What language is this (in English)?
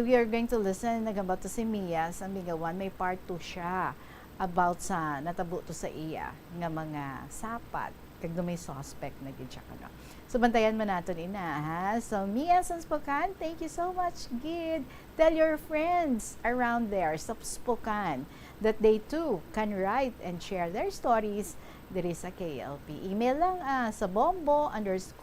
Hiligaynon